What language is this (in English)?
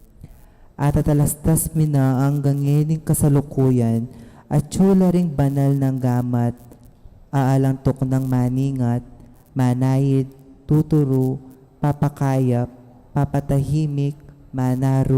Pampanga